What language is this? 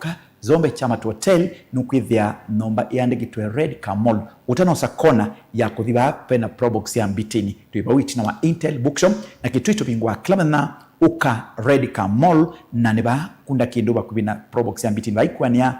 Kamba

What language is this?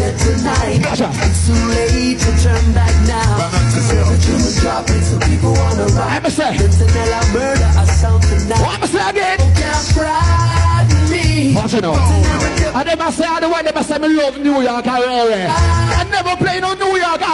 Jamaican Creole English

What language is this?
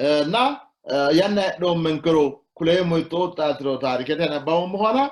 Sidamo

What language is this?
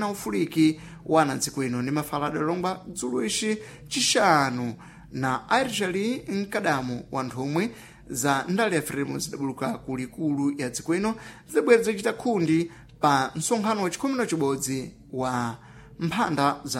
Sena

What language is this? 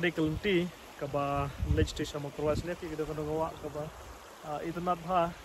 Khasi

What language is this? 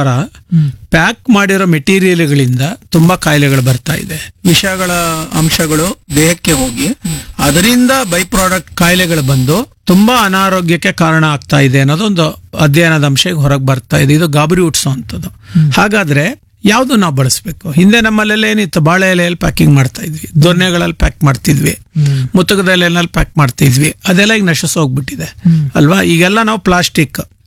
Kannada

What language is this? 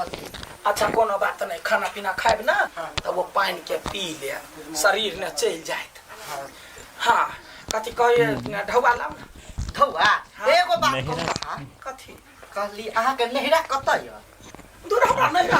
Maithili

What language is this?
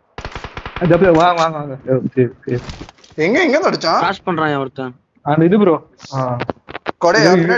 Tamil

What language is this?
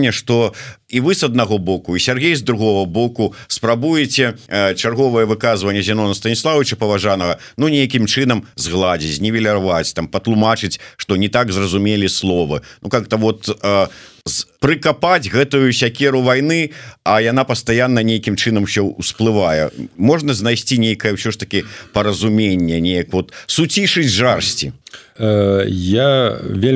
Belarusian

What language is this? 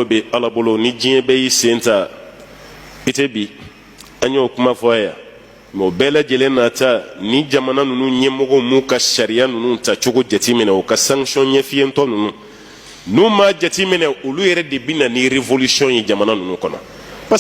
Bambara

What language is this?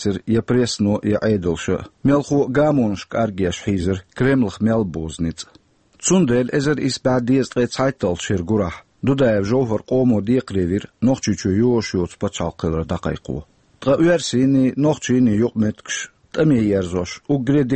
Chechen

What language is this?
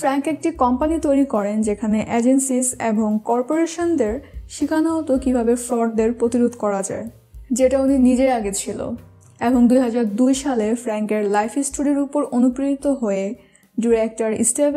Bangla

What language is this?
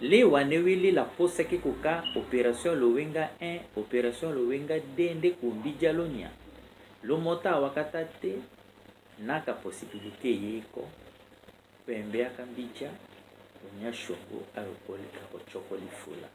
Tetela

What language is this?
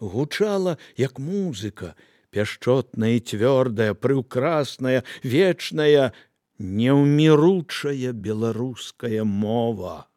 Belarusian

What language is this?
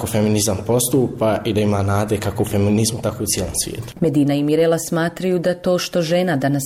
Bosnian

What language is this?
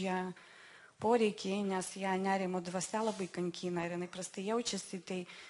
Lithuanian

